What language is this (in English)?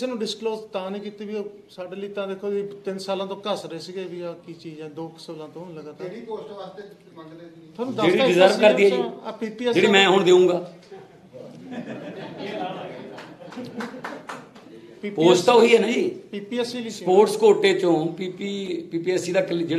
Punjabi